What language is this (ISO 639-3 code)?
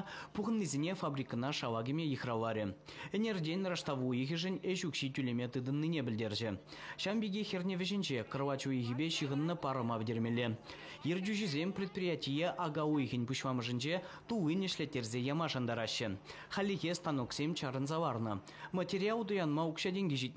chv